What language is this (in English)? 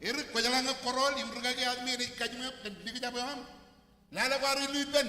Marshallese